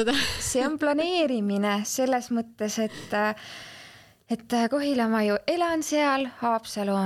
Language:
Estonian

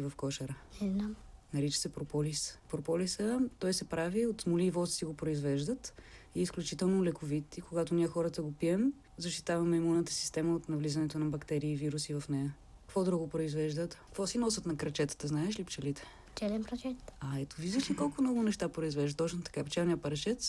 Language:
Bulgarian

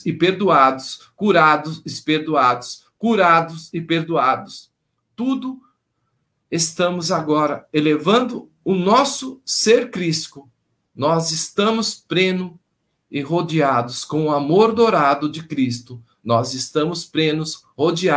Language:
Portuguese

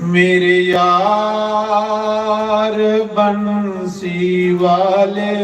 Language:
Dogri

